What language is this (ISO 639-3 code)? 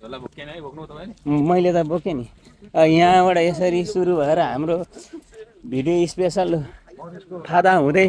nep